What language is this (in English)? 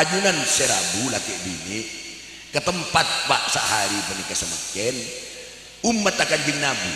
Madurese